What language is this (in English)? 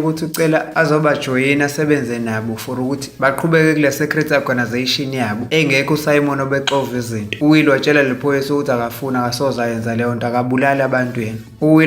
Zulu